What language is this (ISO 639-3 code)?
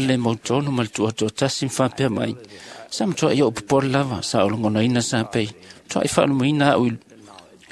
smo